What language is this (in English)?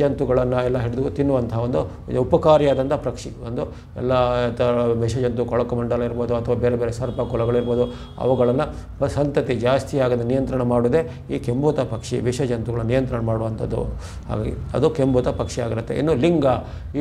Kannada